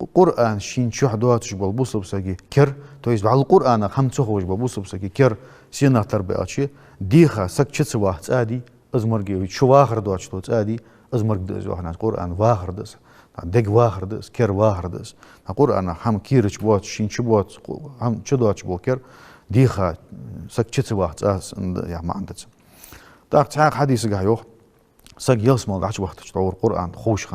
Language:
Ingush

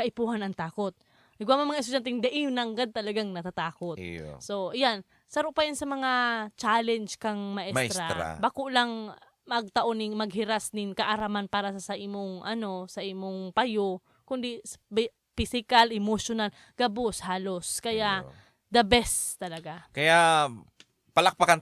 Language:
Bikol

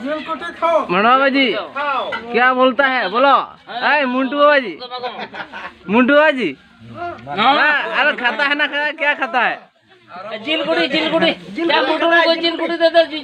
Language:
Santali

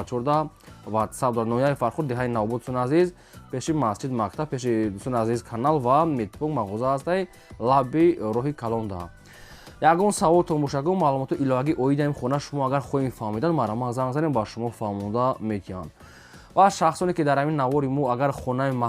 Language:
Tajik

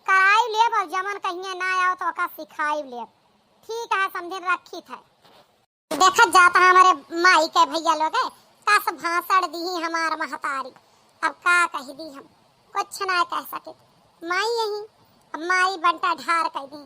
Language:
Awadhi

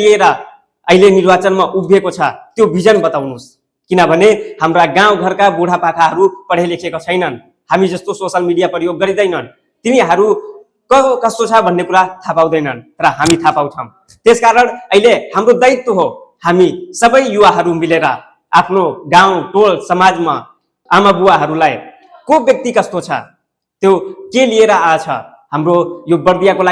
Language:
Nepali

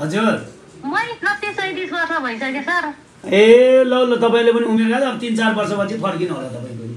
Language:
Nepali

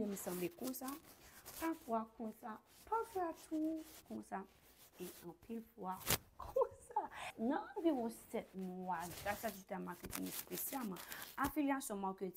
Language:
Haitian Creole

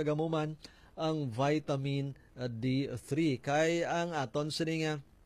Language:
Hiligaynon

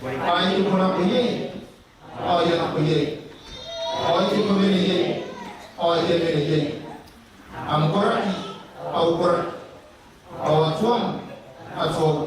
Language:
Gilbertese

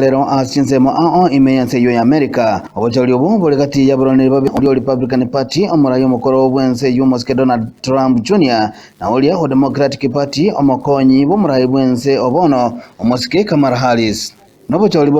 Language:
Gusii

